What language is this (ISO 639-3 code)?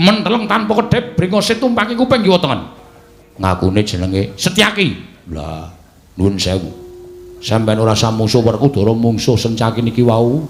jav